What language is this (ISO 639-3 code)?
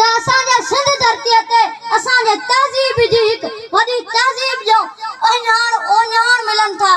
snd